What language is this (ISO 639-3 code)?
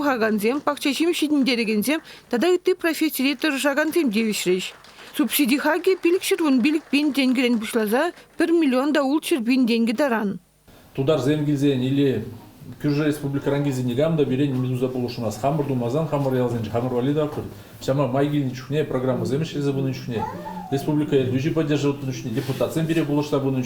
chv